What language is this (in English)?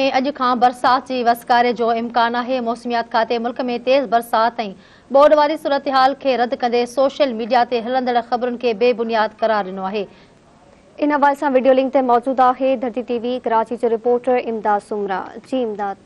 Sindhi